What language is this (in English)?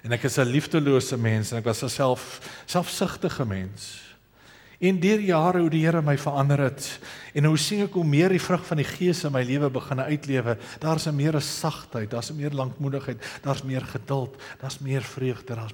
Afrikaans